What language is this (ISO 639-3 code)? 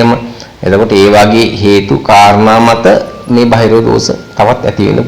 sin